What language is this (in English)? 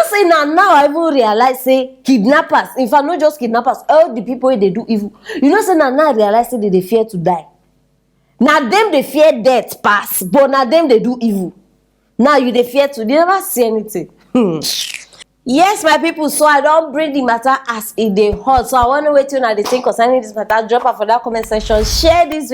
Nigerian Pidgin